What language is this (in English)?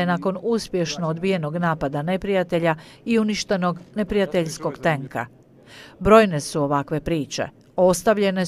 Croatian